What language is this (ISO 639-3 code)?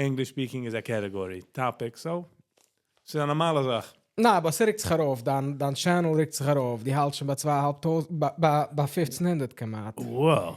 yid